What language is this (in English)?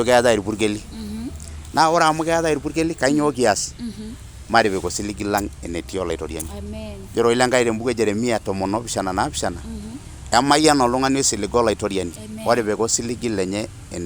Masai